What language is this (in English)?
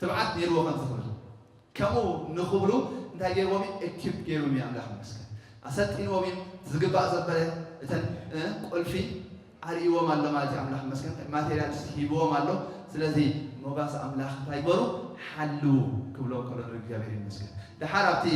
Tigrinya